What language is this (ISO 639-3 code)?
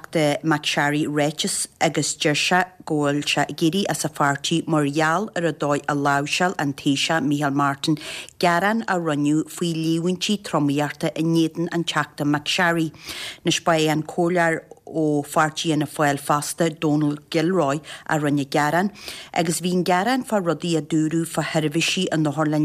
gle